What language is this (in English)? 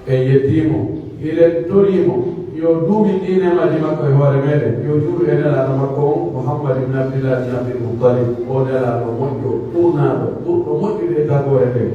Pular